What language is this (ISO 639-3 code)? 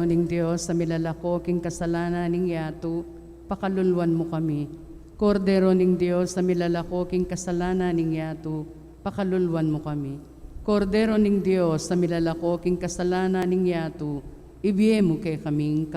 pam